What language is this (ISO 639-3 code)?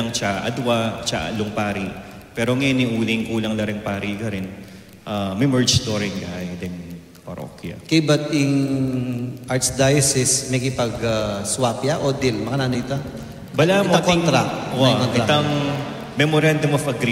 pam